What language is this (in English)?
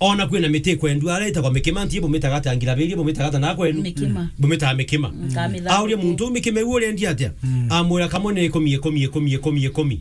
Meru